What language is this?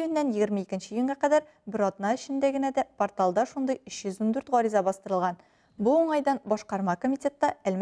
Tatar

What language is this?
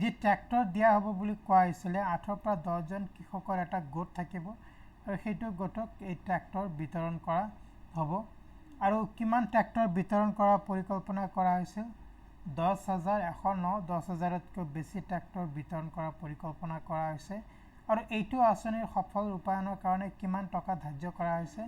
Assamese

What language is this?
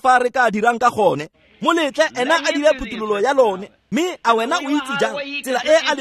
Tswana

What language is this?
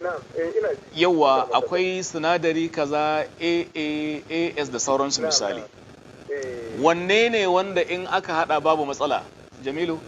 Hausa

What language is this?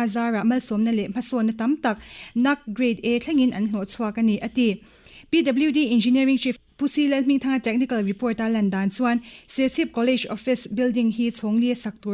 Mizo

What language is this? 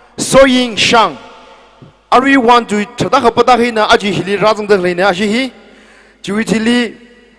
Tangkhul Naga (India)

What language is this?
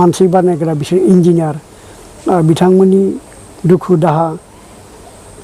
Bodo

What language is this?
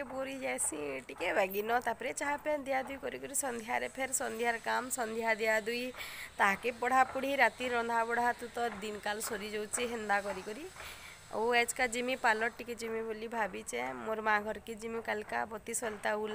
Sambalpuri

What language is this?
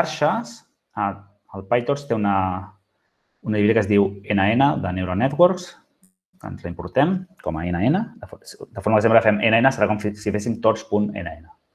Catalan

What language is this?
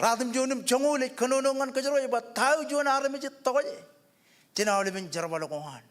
Marshallese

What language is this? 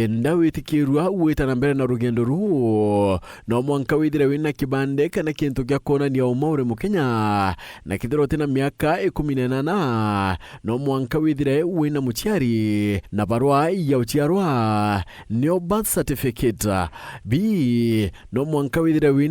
Meru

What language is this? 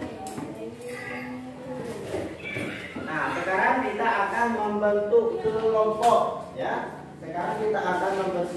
Indonesian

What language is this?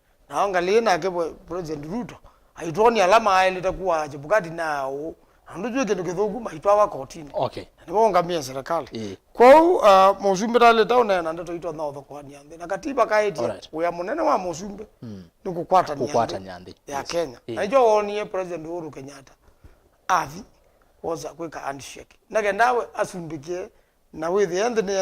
Kamba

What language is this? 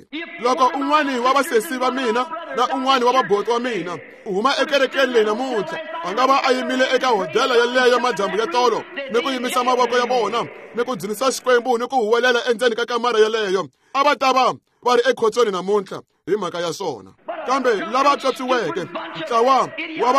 Tsonga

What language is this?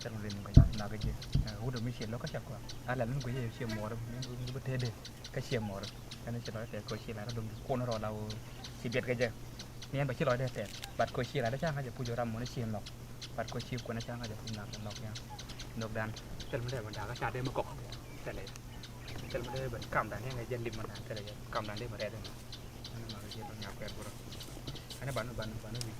Nuer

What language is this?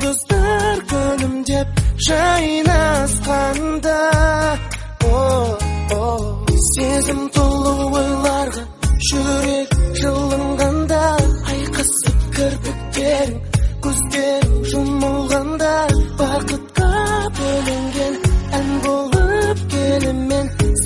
Kazakh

